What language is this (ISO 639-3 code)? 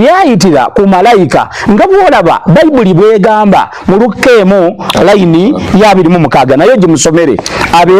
lug